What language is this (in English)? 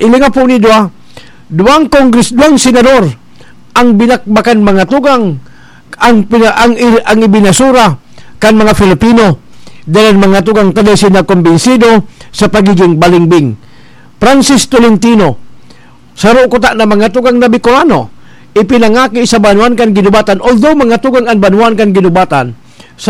Bikol